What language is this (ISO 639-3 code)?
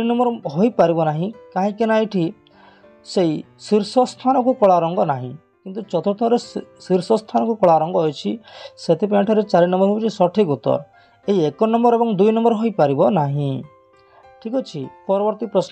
ori